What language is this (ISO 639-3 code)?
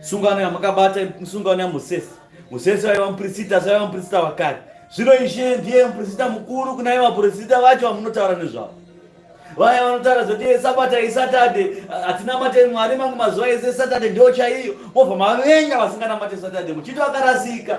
sna